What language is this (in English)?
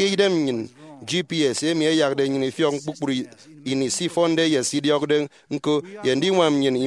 Efik